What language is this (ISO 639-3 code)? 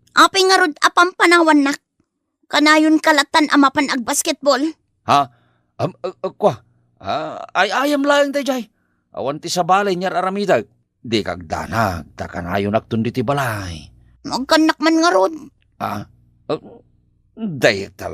ilo